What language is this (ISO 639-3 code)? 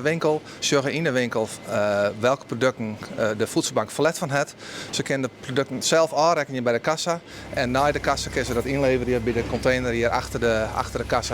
fry